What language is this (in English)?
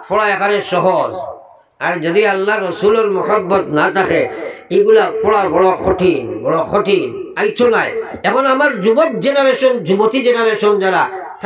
Sylheti